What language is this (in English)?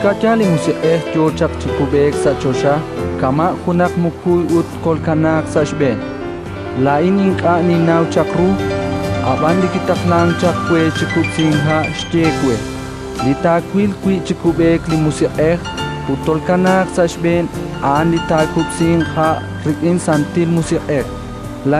Kekchí